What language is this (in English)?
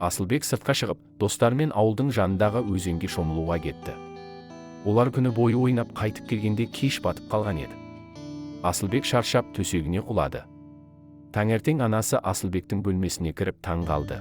Kazakh